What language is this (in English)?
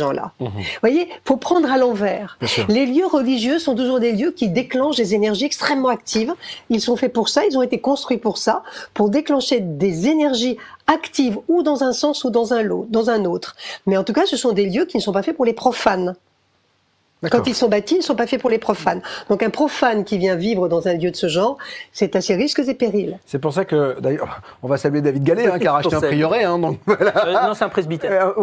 French